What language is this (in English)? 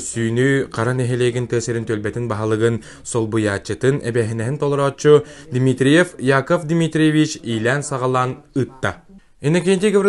Yakut